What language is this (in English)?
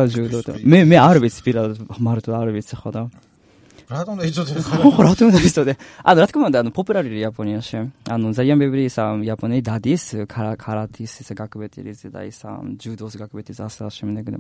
Georgian